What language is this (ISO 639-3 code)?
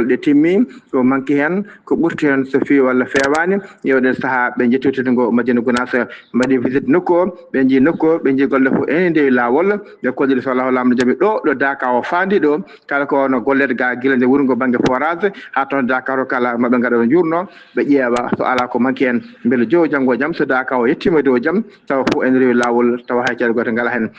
ful